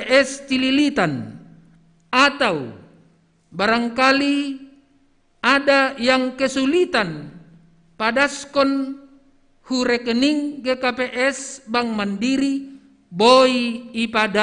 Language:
Batak Simalungun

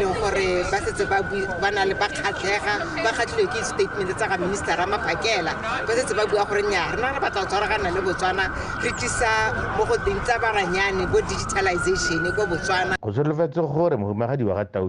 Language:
Tswana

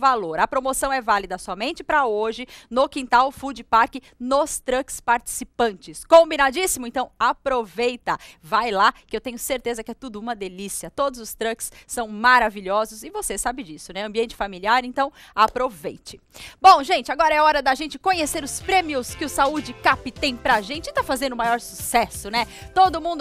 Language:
Portuguese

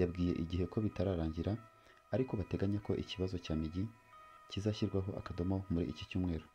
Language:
Kinyarwanda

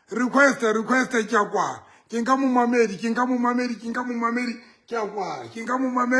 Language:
Southern Sotho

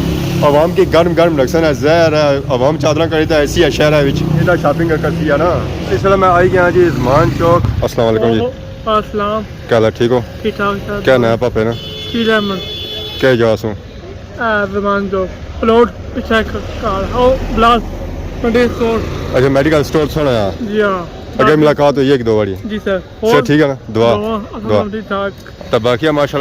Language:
Pahari-Potwari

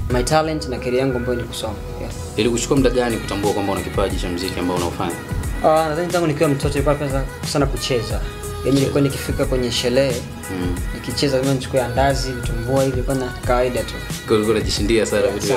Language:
Swahili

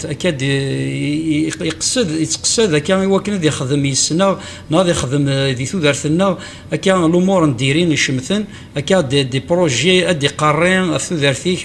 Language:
Kabyle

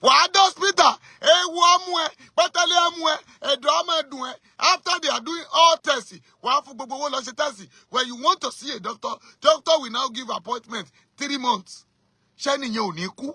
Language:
Yoruba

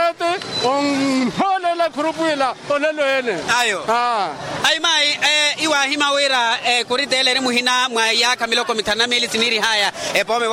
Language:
Makhuwa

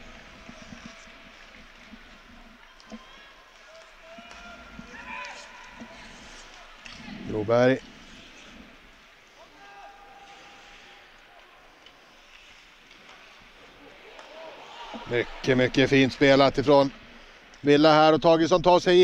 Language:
Swedish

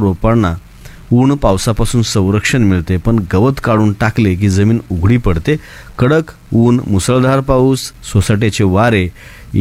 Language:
Marathi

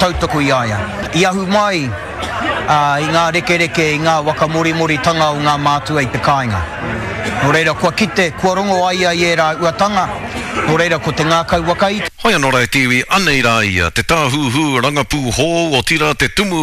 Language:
Māori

